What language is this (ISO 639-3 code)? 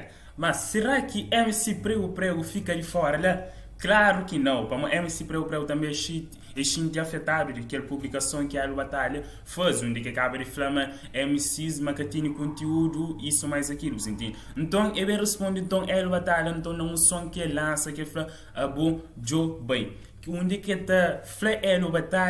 kea